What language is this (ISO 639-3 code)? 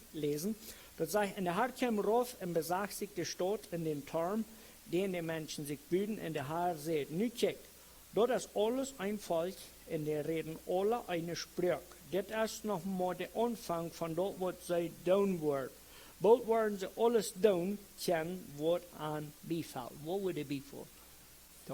pdt